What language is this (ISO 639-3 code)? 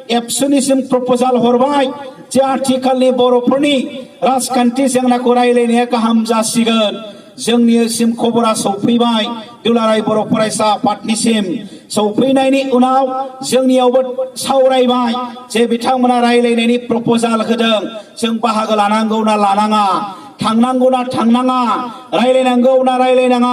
brx